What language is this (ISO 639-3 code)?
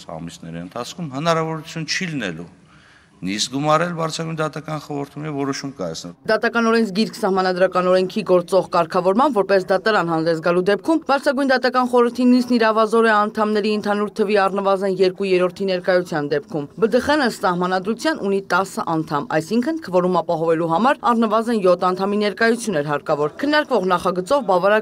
hye